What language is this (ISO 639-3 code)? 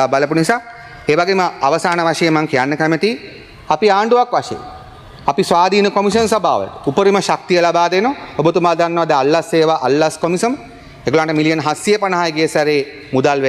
sin